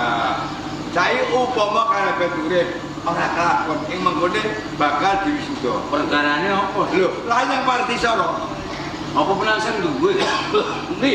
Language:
Javanese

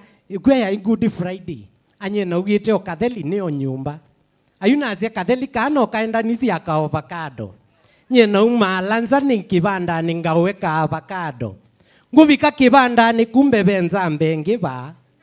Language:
Kamba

